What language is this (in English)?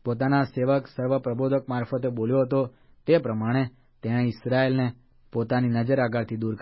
Gujarati